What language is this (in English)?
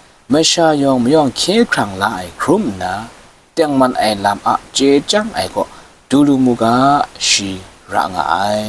Kachin